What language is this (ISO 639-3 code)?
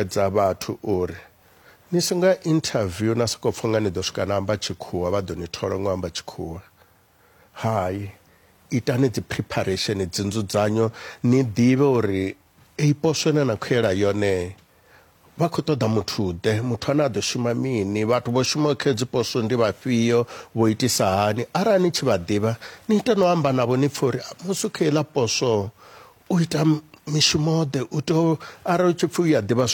ven